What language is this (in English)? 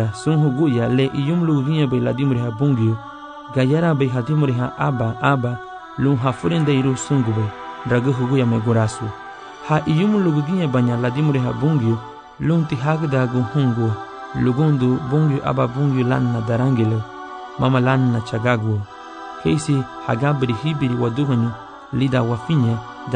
Garifuna